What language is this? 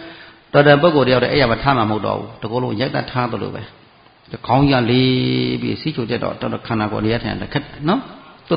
Burmese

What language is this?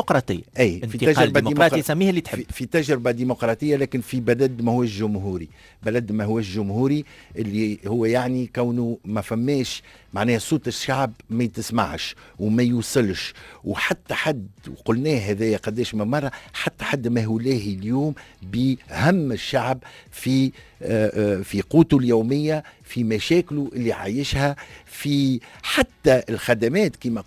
Tunisian Arabic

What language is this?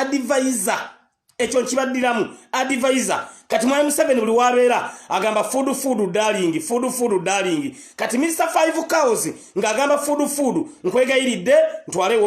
Ganda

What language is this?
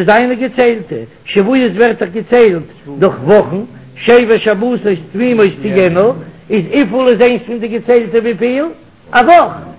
Yiddish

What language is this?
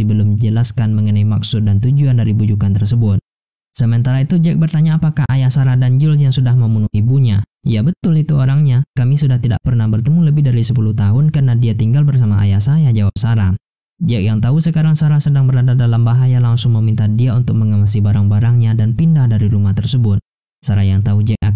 Indonesian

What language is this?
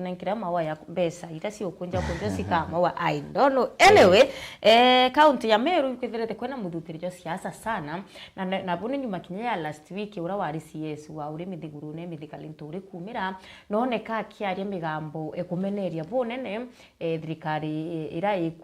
Meru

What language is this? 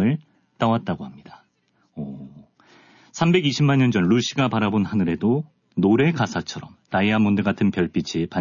Korean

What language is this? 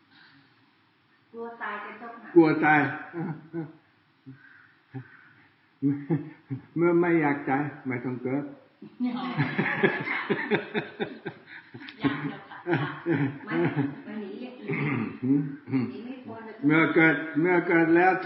Thai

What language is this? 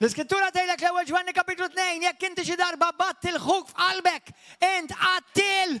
Maltese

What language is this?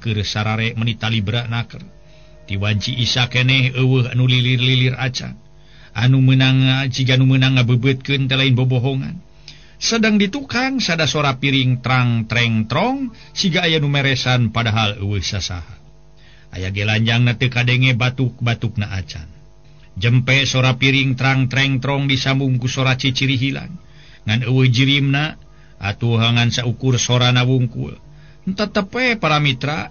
Sundanese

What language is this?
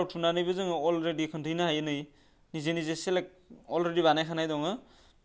Bodo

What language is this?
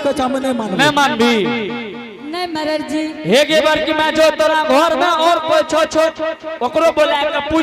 Angika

